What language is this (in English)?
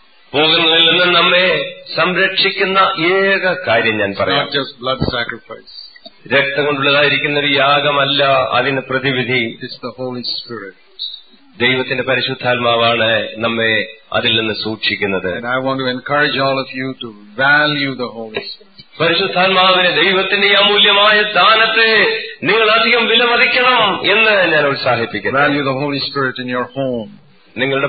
Malayalam